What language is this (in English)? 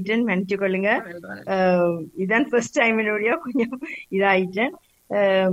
Tamil